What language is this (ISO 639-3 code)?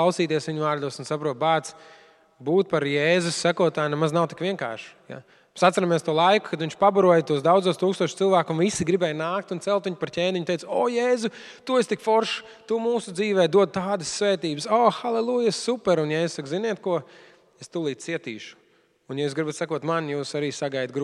lav